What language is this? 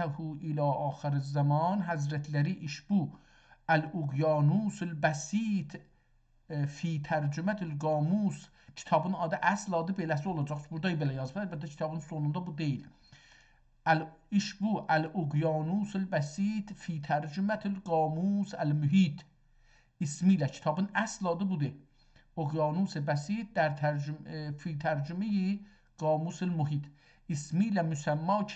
South Azerbaijani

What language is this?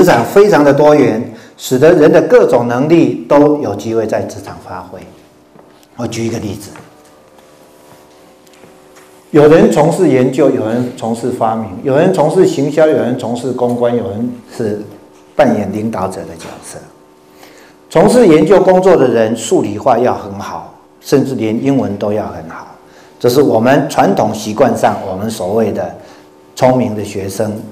Chinese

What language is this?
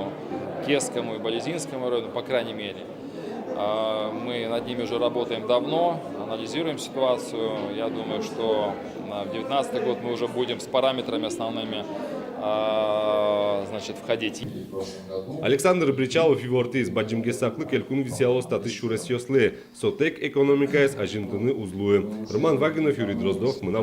Udmurt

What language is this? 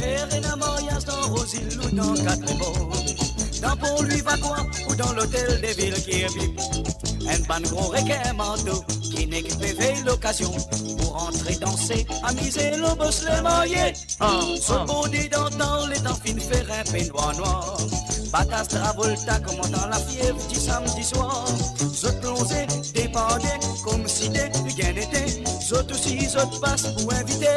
Morisyen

